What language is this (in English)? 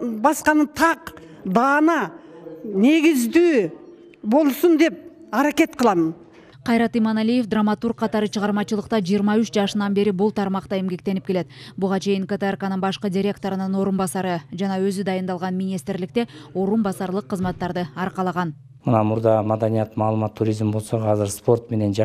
Kyrgyz